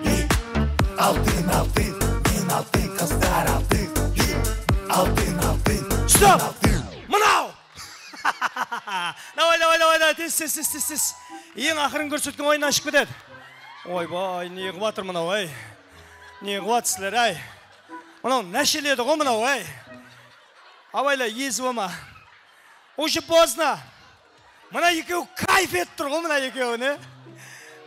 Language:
Kara-Kalpak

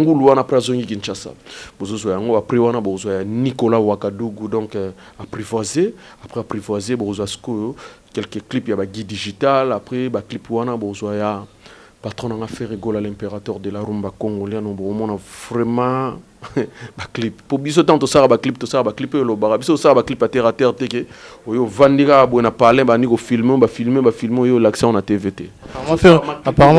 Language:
Lingala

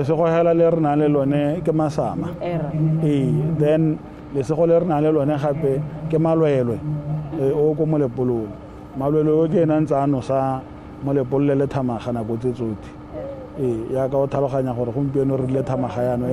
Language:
Tswana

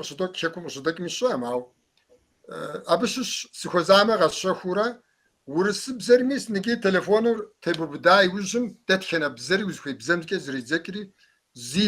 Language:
Kabardian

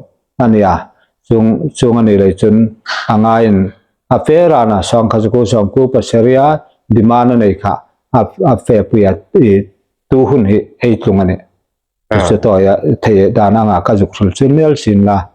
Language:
Hmar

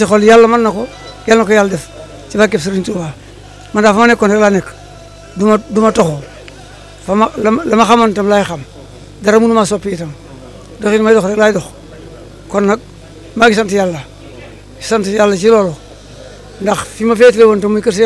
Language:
Wolof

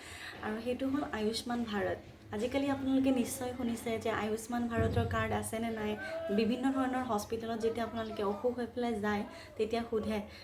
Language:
Assamese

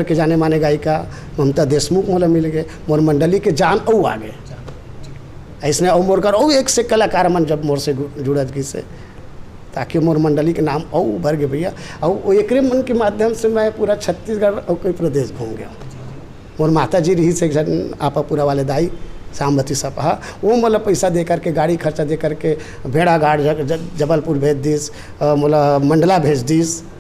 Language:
Chhattisgarhi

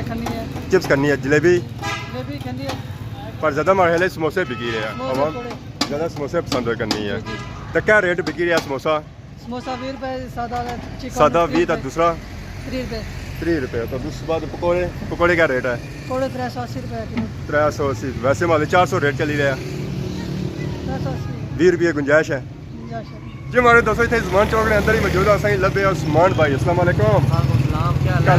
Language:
Pahari-Potwari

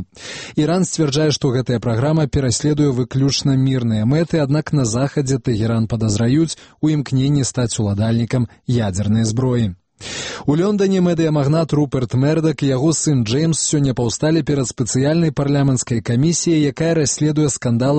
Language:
Belarusian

